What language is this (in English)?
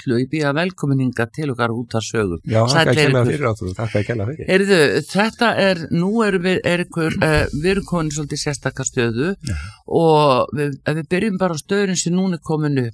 Icelandic